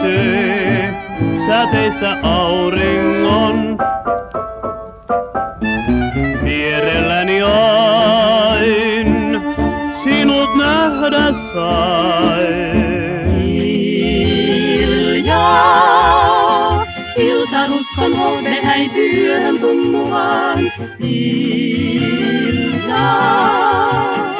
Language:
Finnish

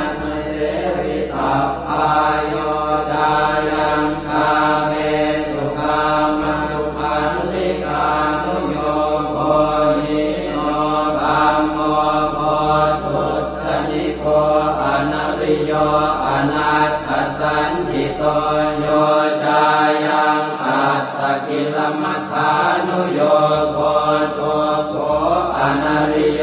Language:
Pali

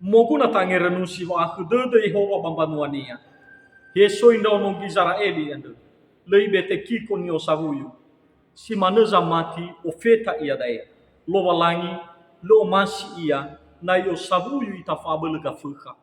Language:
Nias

